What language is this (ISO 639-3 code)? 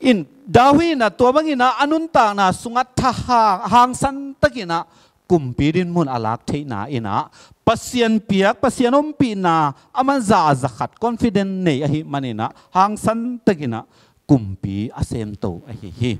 ctd